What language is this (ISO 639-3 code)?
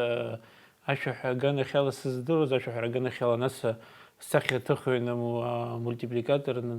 abk